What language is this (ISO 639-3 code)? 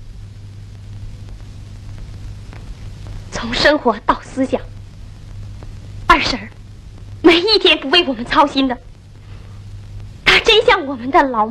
zho